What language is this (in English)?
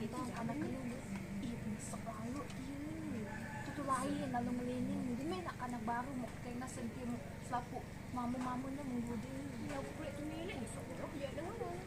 Sasak